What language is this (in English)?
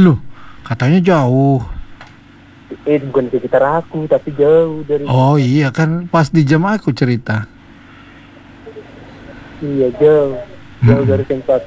Indonesian